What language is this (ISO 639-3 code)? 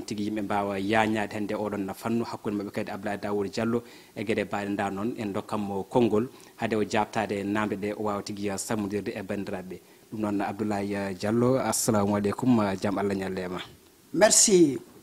ful